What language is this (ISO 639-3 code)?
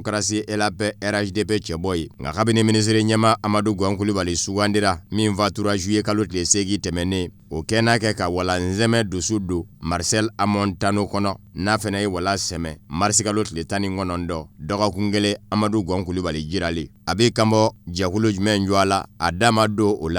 bam